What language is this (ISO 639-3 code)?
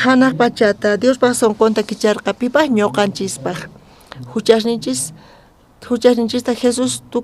quh